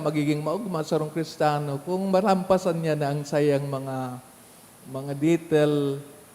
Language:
Bikol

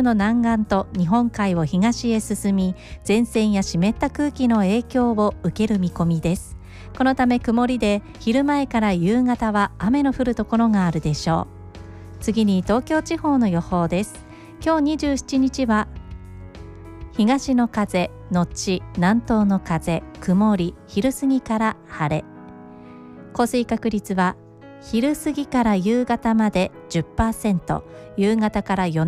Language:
Japanese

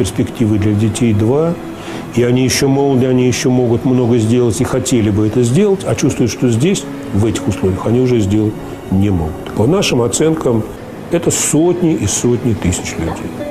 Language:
Russian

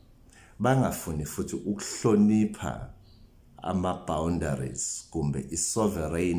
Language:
Zulu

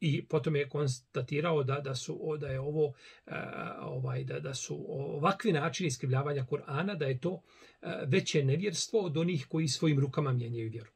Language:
Bosnian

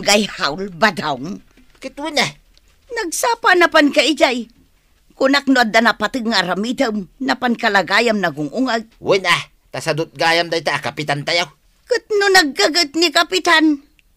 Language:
Iloko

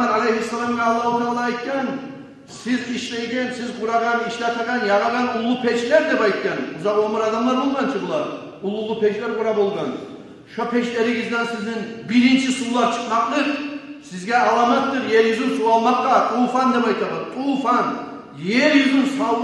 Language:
Kumyk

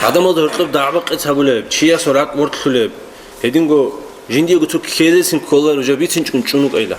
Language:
Avaric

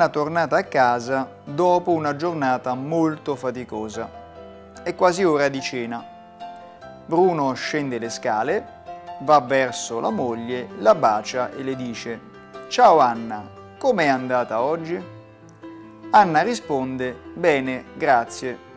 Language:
Italian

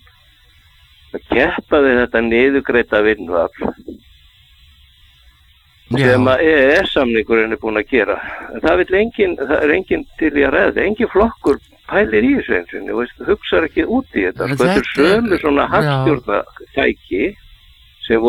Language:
Icelandic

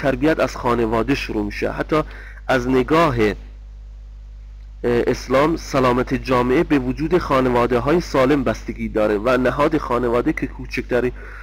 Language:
Persian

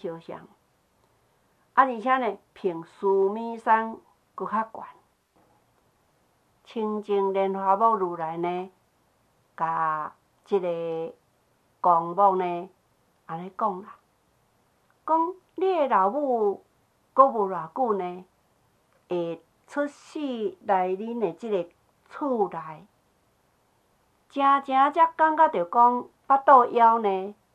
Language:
Min Nan Chinese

